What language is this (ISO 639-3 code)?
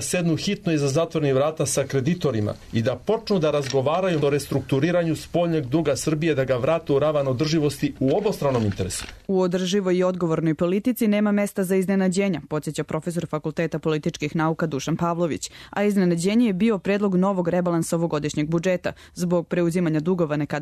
srp